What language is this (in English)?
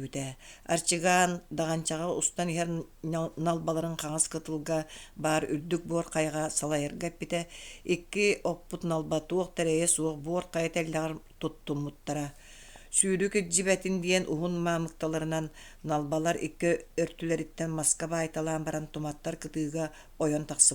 Yakut